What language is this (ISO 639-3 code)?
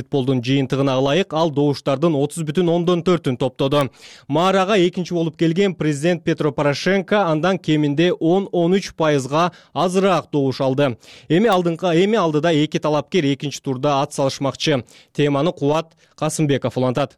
kir